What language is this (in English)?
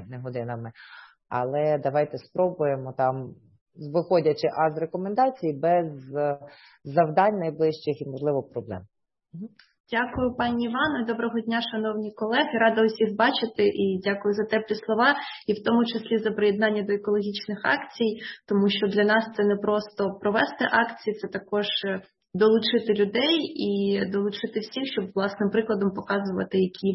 Ukrainian